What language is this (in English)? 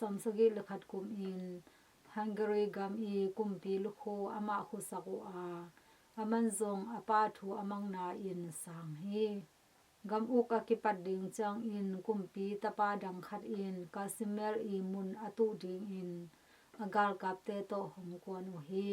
Tedim Chin